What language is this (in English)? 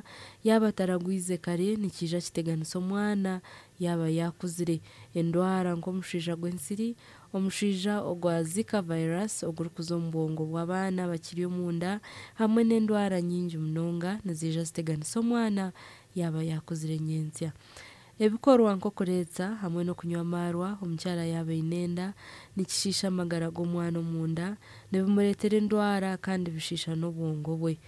Nyankole